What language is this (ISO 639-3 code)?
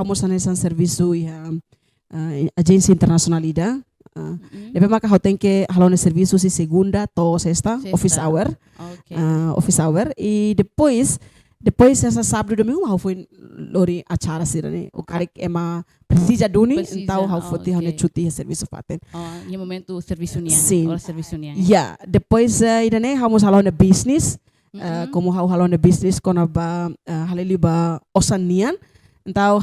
tet